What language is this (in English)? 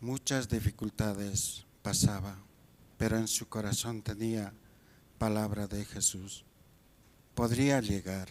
South Bolivian Quechua